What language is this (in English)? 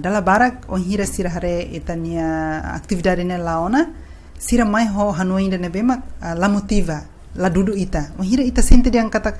Tetum